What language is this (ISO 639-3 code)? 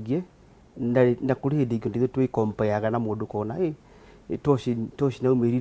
kik